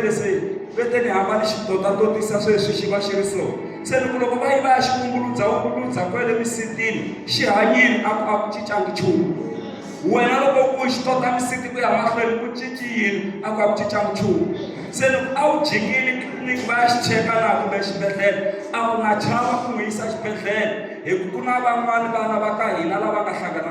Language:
Tsonga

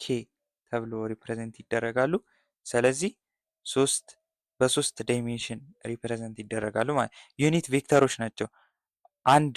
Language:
Amharic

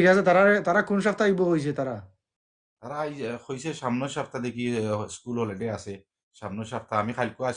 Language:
Sylheti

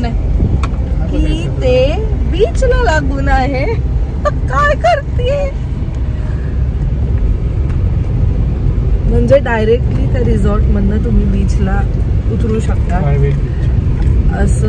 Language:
Marathi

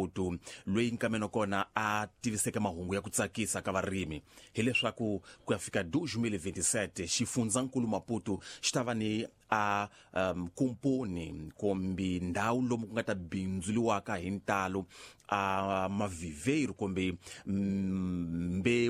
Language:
Tsonga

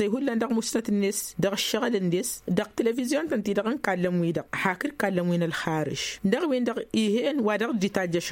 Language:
Tamasheq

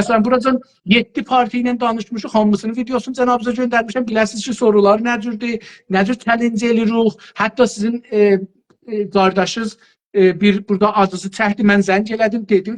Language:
South Azerbaijani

